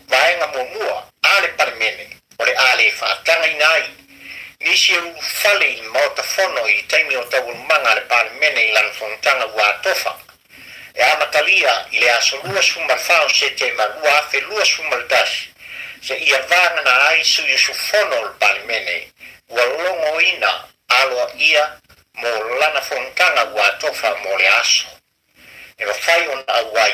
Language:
Samoan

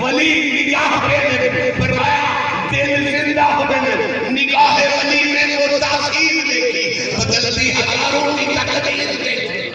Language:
Saraiki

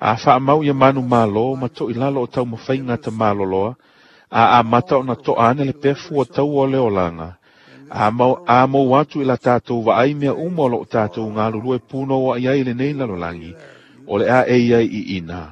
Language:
Samoan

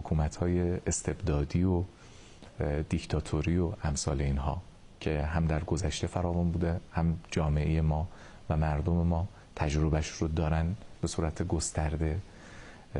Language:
Persian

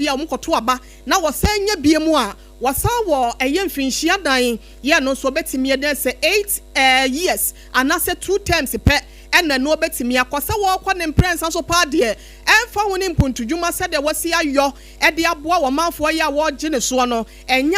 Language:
Akan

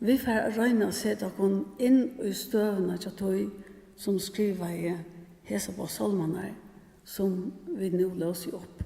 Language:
Faroese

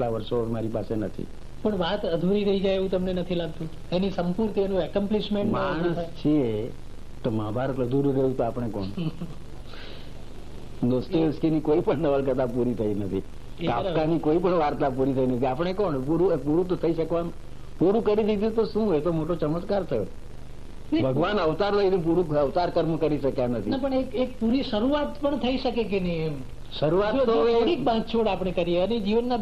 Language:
Gujarati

